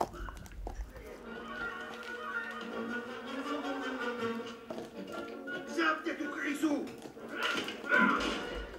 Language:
Slovak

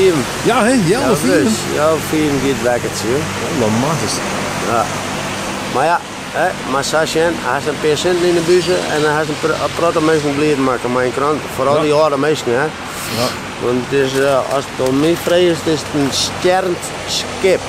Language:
Western Frisian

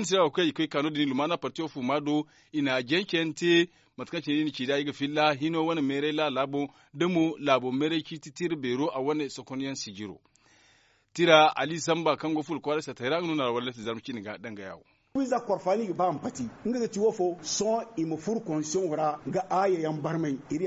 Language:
Zarma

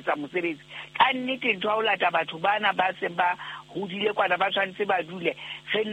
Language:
Southern Sotho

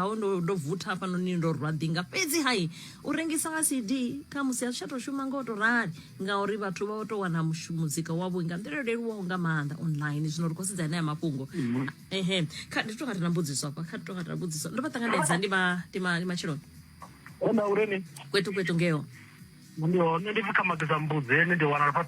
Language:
Venda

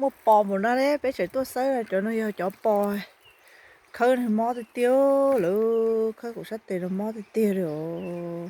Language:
Hmong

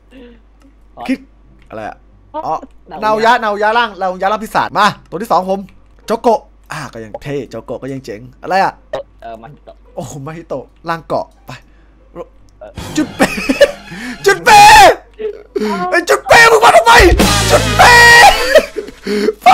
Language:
Thai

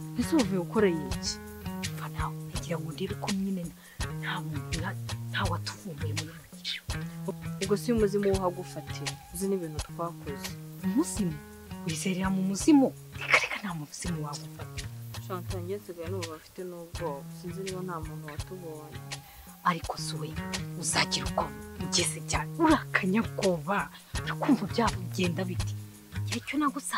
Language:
Kinyarwanda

